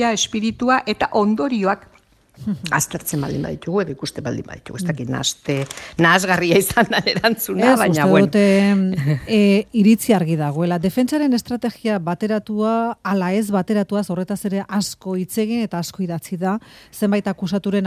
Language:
Basque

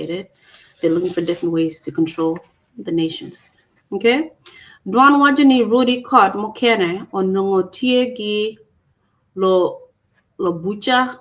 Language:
Acoli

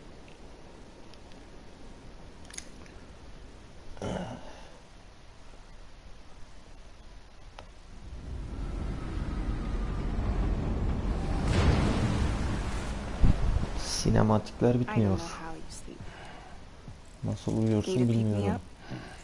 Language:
Turkish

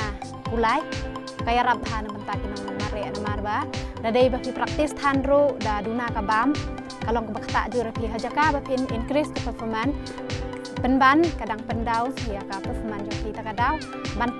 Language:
Khasi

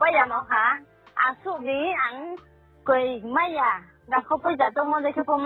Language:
Riang (India)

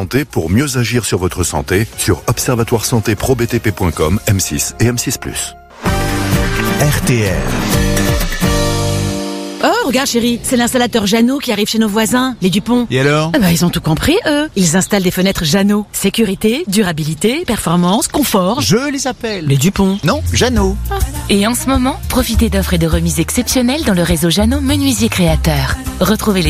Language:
French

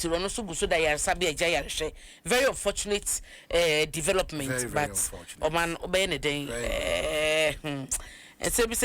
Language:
Akan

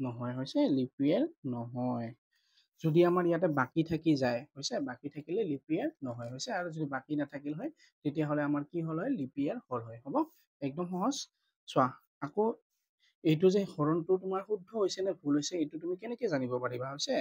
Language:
Assamese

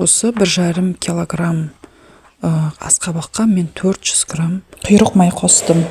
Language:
Kazakh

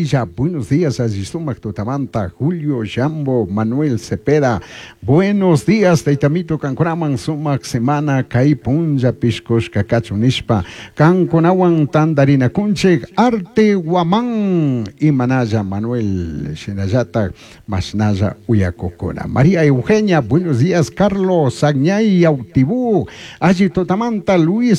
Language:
Chimborazo Highland Quichua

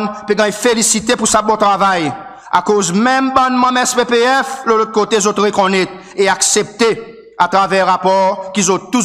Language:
Seselwa Creole French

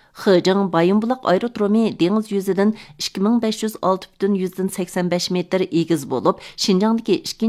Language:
Uyghur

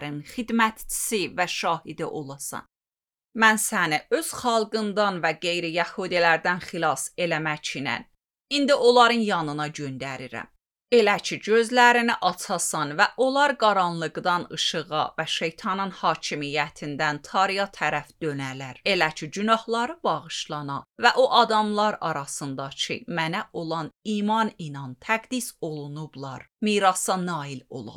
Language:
Azerbaijani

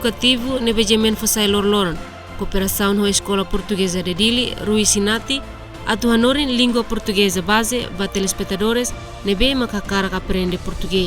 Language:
Tetum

